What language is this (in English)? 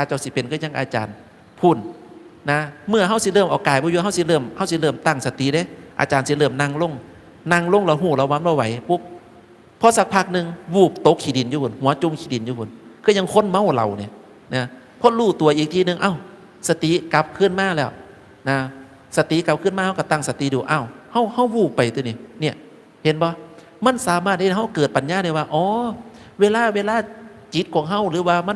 Northeastern Thai